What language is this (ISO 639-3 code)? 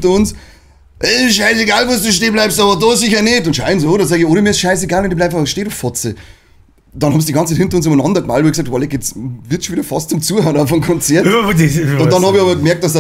bar